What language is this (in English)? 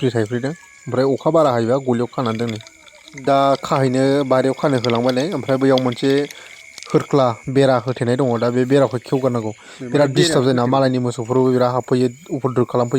Bodo